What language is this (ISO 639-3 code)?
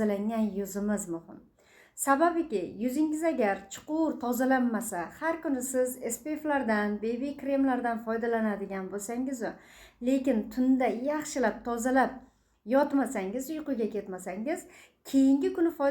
uzb